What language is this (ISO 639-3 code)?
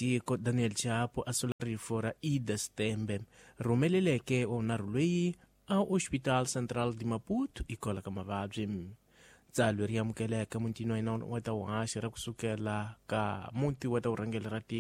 tso